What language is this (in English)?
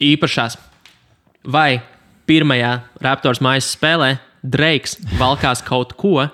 Latvian